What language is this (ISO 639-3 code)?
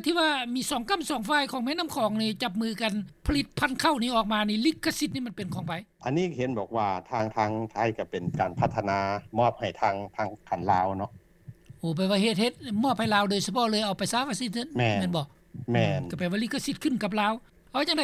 lao